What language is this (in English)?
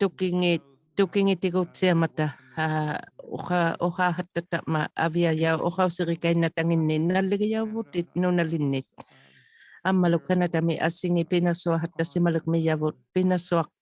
Inuktitut